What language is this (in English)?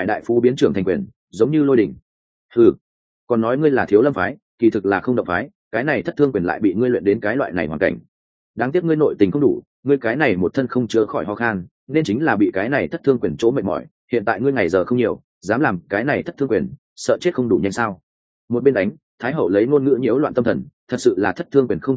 Vietnamese